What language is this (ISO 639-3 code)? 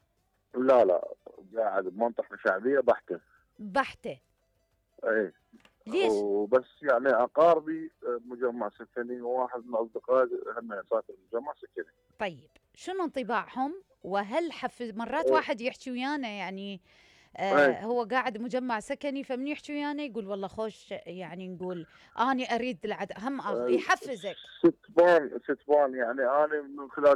acm